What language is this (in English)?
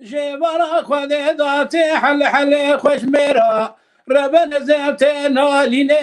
Kurdish